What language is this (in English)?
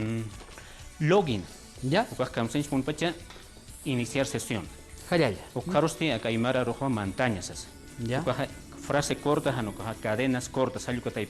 Aymara